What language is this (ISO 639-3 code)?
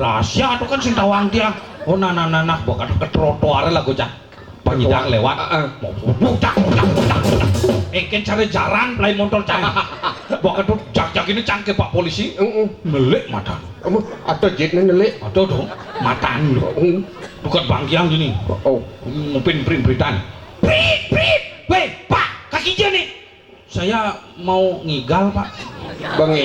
ban